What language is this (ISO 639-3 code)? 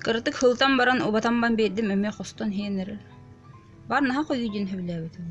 sah